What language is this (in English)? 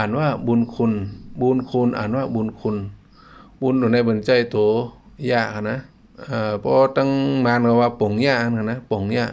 Shan